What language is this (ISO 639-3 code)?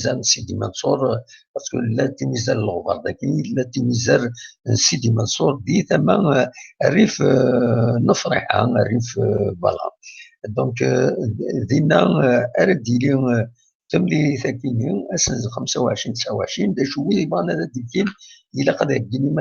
kab